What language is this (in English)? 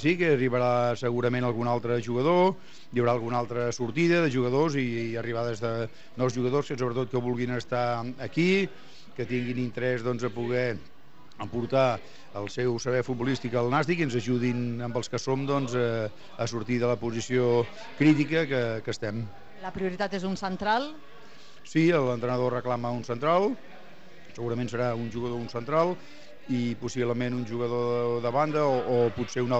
Catalan